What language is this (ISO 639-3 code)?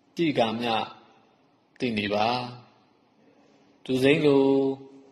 mya